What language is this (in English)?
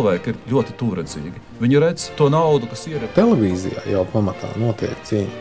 Latvian